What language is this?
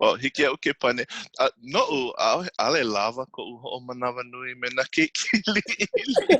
Hawaiian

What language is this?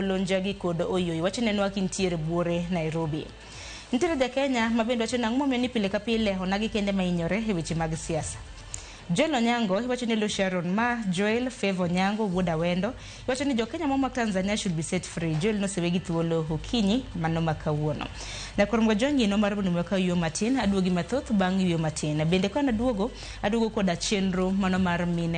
Luo (Kenya and Tanzania)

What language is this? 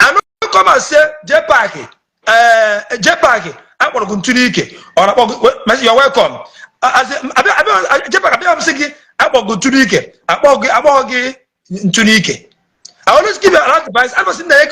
Igbo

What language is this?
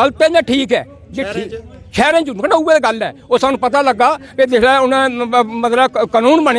Dogri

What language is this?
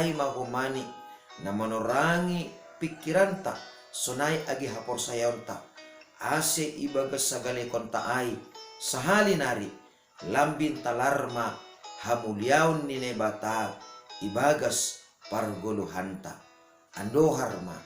Batak Simalungun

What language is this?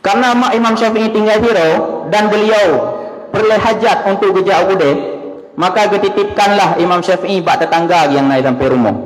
Achinese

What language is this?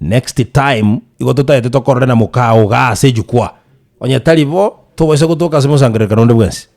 Gusii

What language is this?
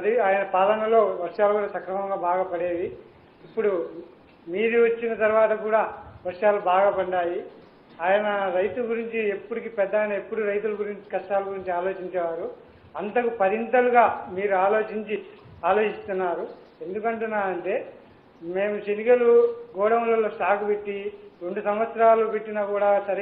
Telugu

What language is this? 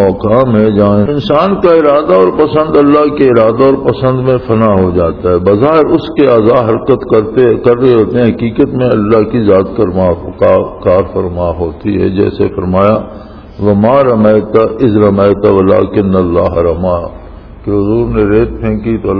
Urdu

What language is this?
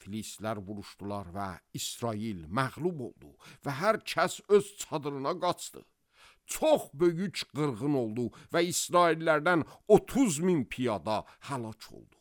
Azerbaijani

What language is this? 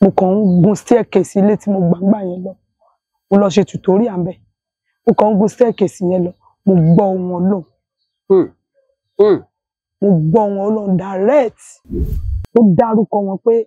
Yoruba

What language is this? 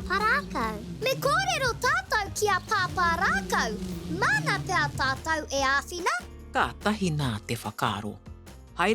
Māori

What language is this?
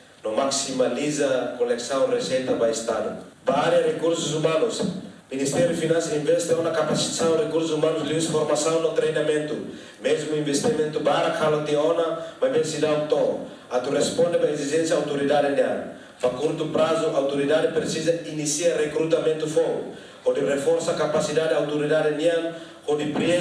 Tetum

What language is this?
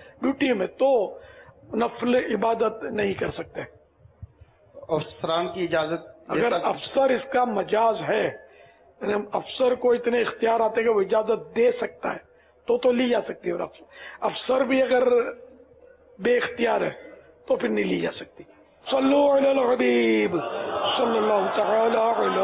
Urdu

